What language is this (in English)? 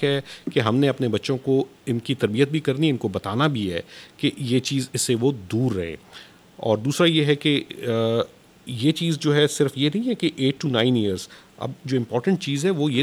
Urdu